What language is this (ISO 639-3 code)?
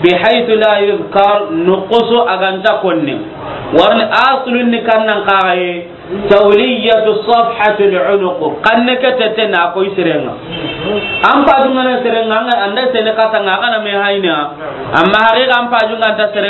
snk